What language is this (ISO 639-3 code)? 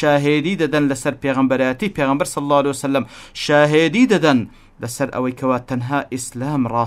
ckb